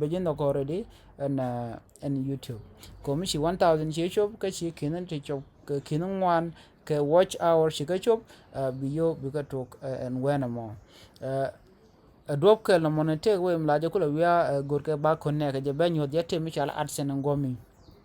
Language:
Nuer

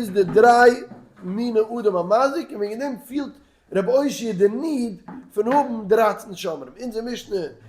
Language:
Yiddish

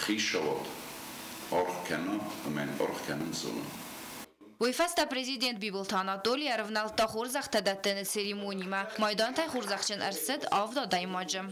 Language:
Ossetic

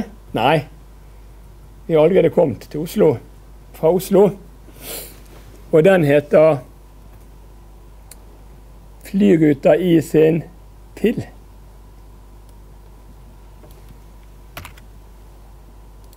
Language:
Norwegian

